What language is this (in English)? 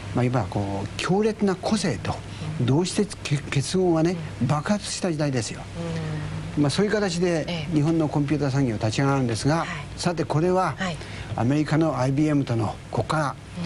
Japanese